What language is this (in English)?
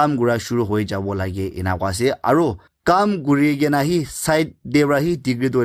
Naga Pidgin